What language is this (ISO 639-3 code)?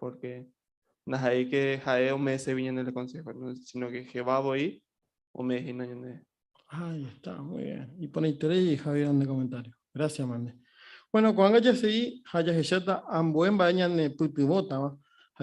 grn